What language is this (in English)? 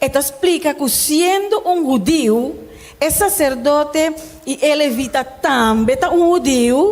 Papiamento